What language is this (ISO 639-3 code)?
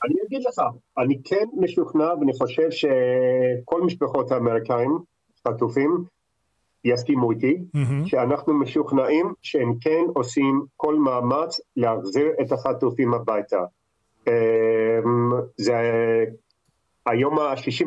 heb